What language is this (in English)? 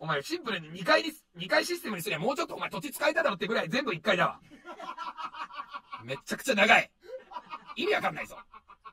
Japanese